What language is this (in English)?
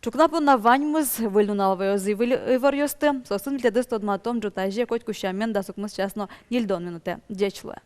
Udmurt